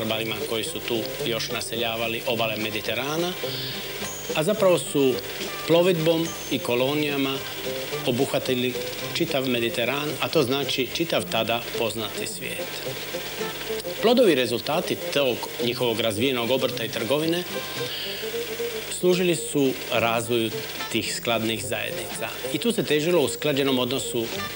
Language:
Croatian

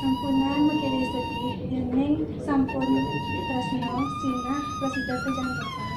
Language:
Balinese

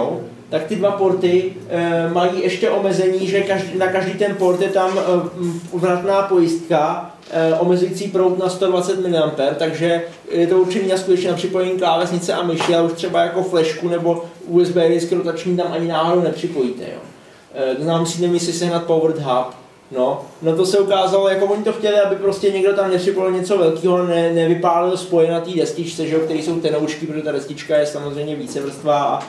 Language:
Czech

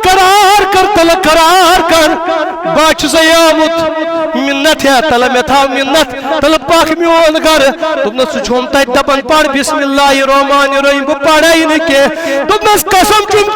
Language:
Kashmiri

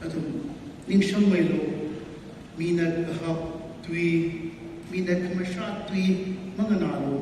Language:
Tangkhul Naga (India)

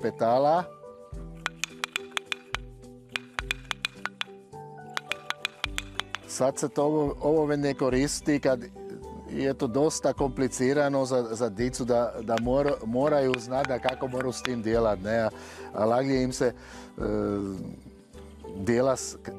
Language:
Croatian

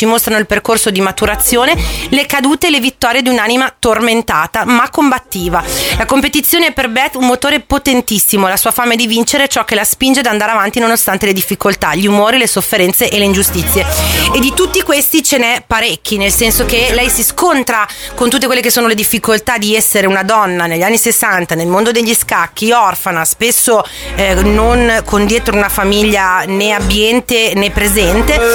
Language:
Italian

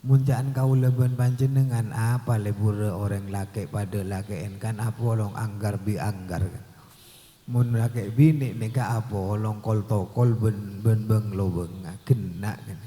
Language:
Madurese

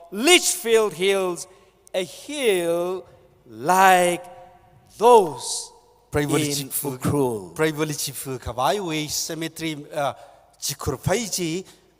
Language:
Tangkhul Naga (India)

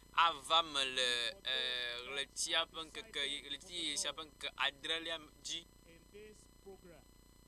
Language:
Ewe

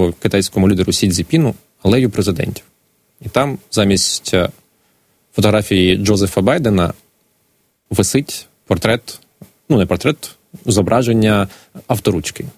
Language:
Ukrainian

